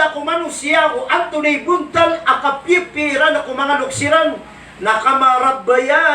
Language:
Maranao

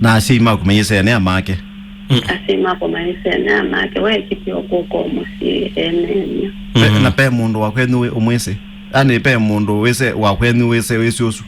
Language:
Kamba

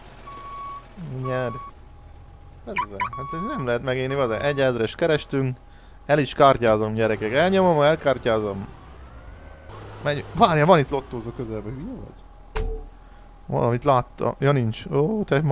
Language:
Hungarian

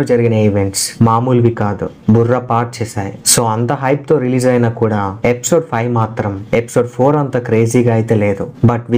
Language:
Telugu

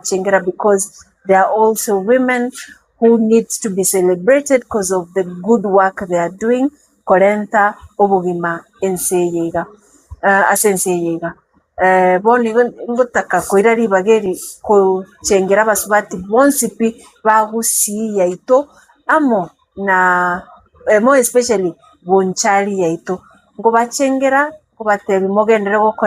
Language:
Gusii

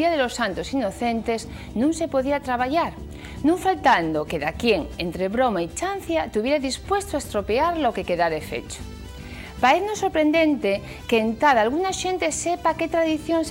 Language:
Asturian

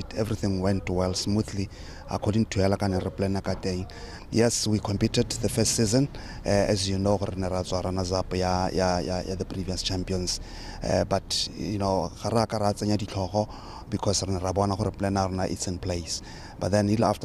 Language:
Tswana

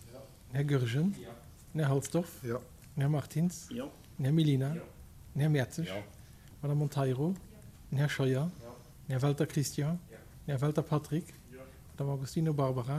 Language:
Luxembourgish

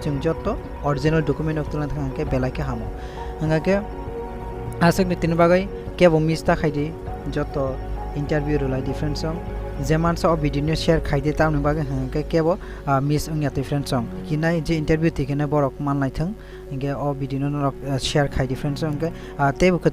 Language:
Kok Borok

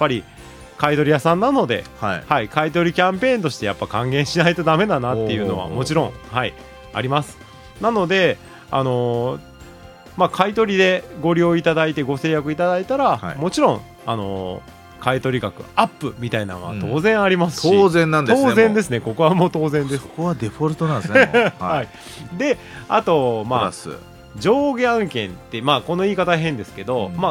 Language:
Japanese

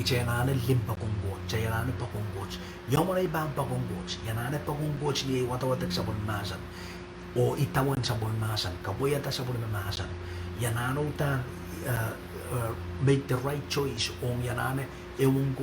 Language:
Pohnpeian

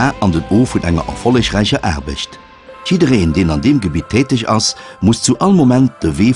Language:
Luxembourgish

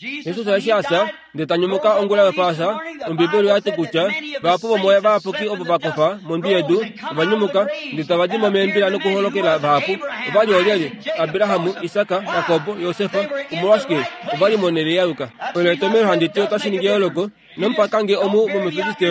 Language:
Kuanyama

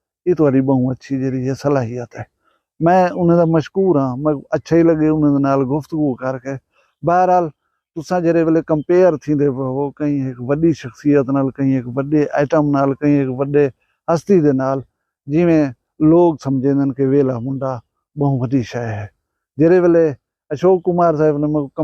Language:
Saraiki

